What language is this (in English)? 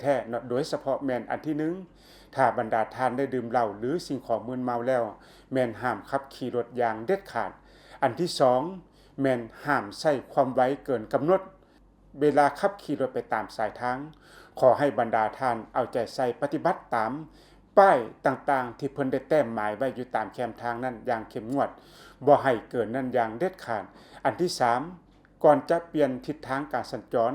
Lao